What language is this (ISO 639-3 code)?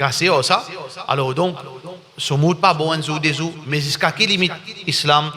mfe